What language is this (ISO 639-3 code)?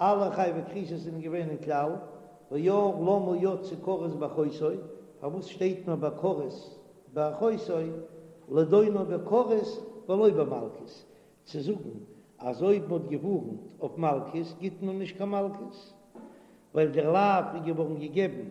yid